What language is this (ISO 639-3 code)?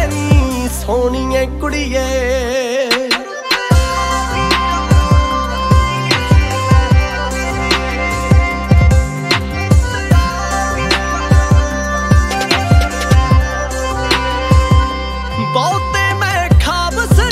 pan